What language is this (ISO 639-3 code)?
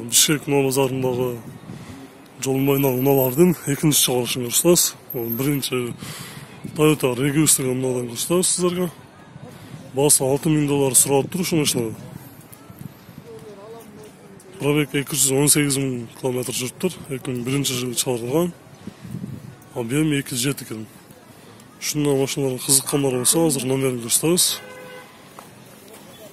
kir